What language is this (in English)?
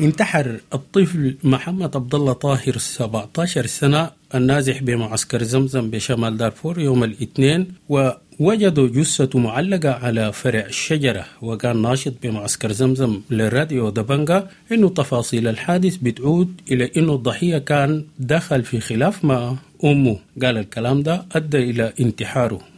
Sudanese Arabic